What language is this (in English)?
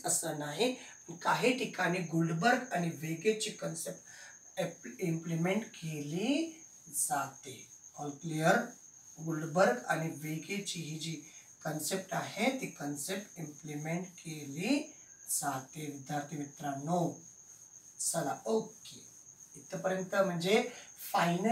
Marathi